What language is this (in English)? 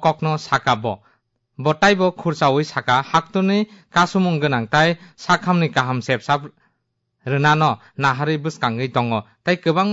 Kok Borok